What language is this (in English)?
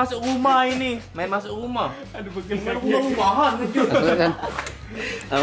Musi